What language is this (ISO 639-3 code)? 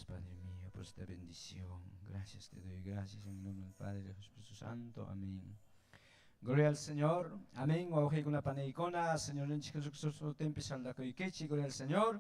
quy